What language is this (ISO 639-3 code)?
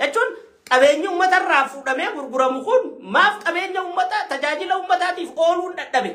orm